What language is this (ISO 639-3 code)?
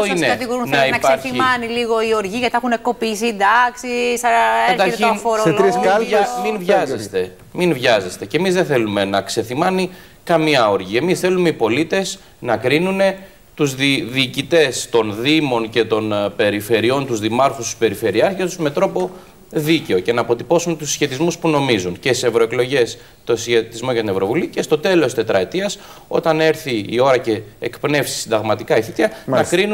ell